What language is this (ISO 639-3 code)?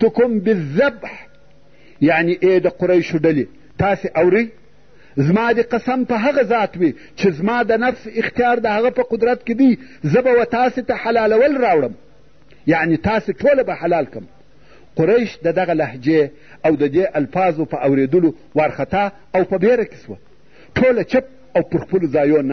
pus